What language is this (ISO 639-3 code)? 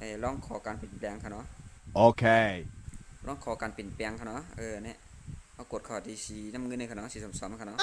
shn